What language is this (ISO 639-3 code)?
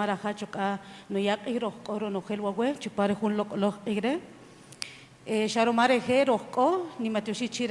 cak